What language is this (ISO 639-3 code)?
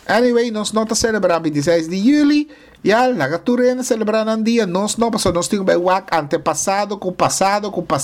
pap